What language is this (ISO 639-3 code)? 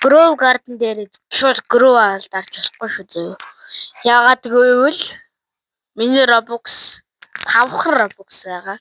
mon